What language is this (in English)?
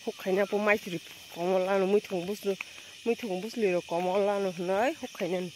Kok Borok